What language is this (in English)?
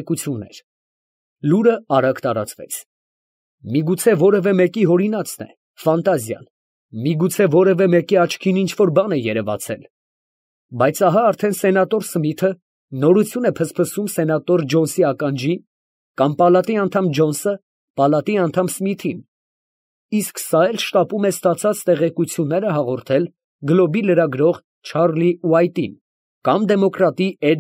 Armenian